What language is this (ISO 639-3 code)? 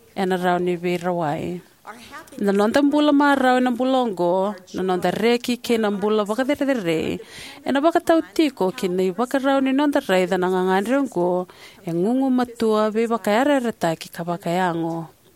fij